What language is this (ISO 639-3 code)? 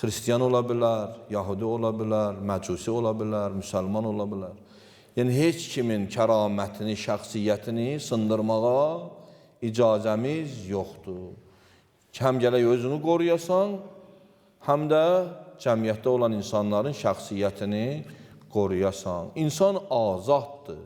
aze